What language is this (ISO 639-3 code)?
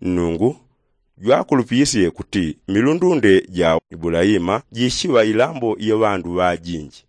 yao